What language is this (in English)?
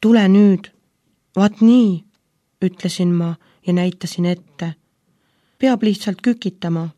Estonian